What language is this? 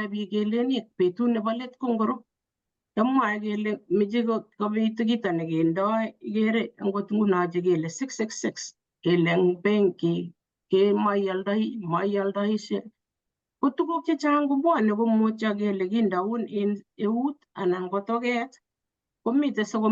Kalenjin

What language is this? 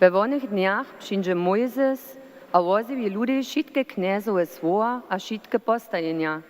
Upper Sorbian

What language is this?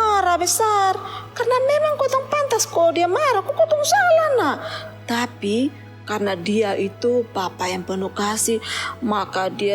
Kupang Malay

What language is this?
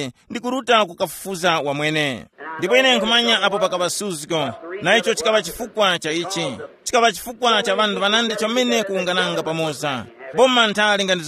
Tumbuka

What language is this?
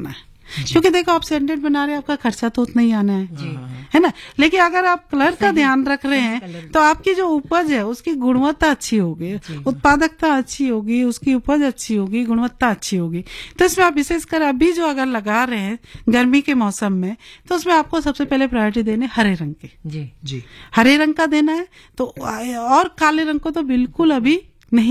Hindi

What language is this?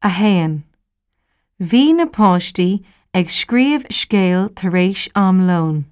Irish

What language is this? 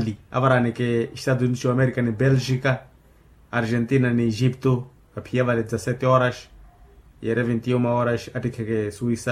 Makhuwa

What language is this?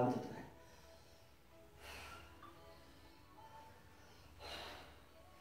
Dutch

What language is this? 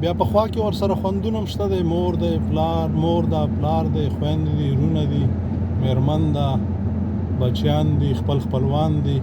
Pashto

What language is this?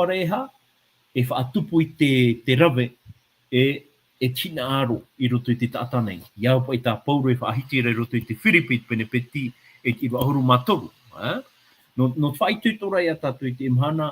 Tahitian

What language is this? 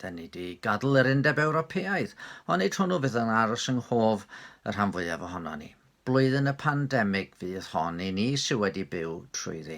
Welsh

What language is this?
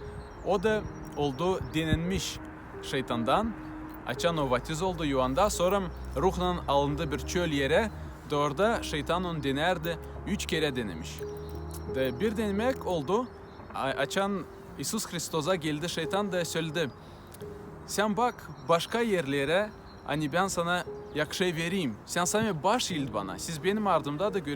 Gagauz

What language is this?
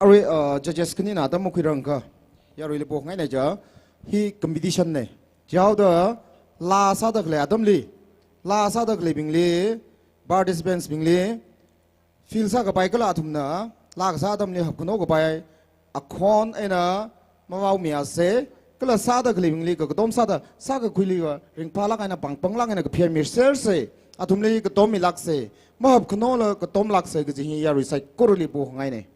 Tangkhul Naga (India)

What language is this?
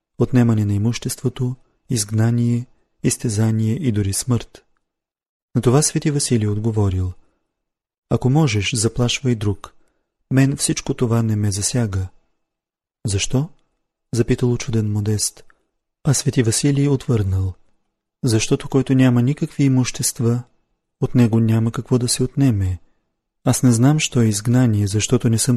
Bulgarian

